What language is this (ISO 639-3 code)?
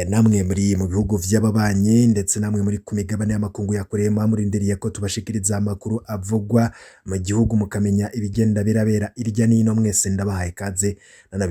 run